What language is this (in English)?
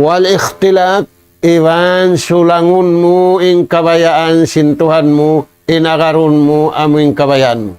Tausug